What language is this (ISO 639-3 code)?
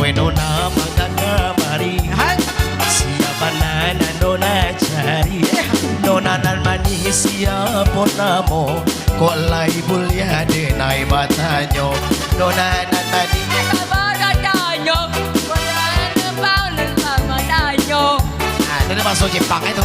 min